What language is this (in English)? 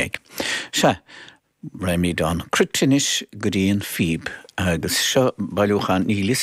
Irish